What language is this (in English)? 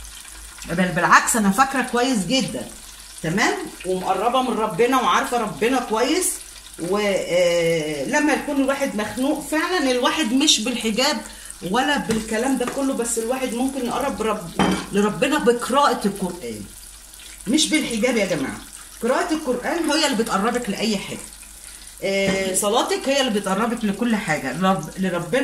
Egyptian Arabic